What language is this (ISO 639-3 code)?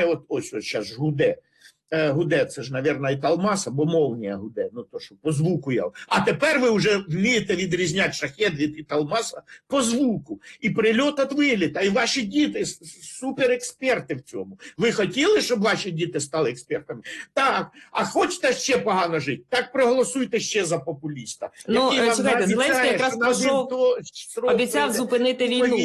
ukr